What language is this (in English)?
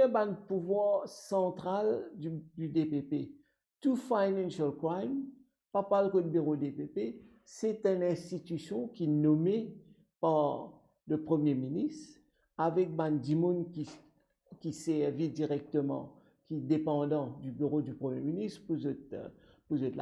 Morisyen